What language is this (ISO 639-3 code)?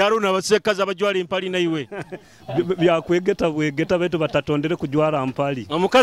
nyo